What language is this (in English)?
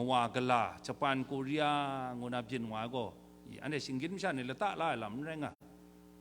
Kachin